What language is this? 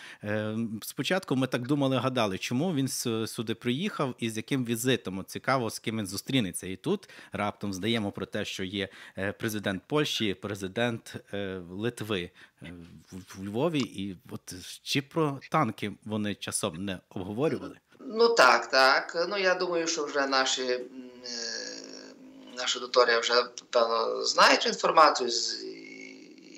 Ukrainian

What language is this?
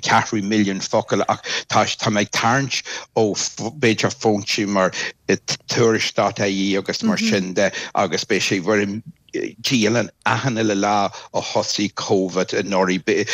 Irish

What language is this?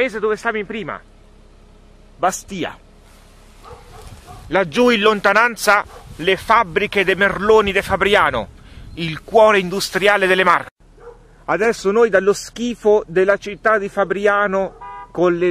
Italian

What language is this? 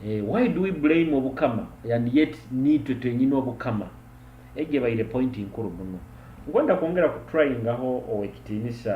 Nyoro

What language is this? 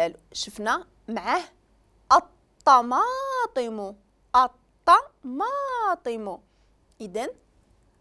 Moroccan Arabic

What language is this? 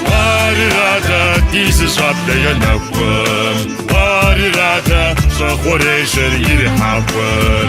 Kabardian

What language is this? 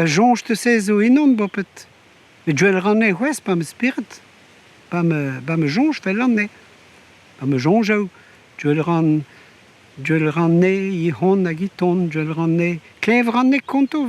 Breton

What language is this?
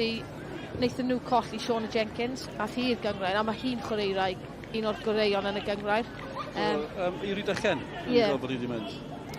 Welsh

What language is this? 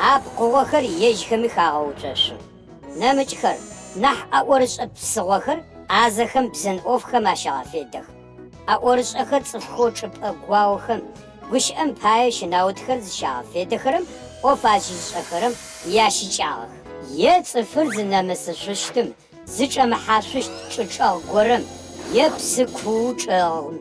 Adyghe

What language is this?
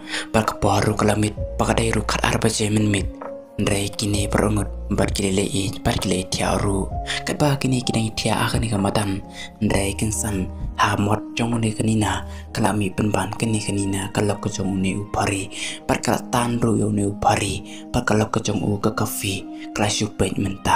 Khasi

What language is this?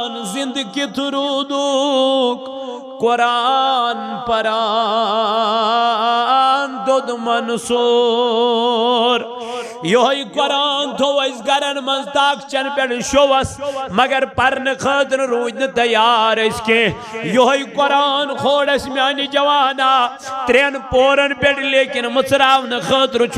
Kashmiri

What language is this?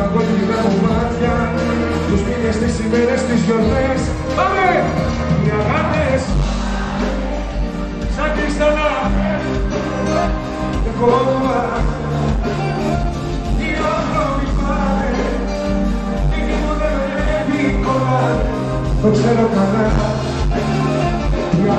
Greek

